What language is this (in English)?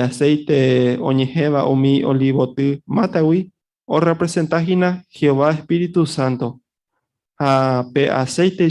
Guarani